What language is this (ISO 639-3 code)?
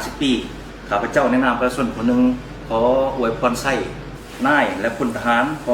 lao